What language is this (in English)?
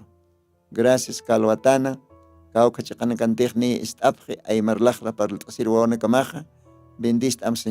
Aymara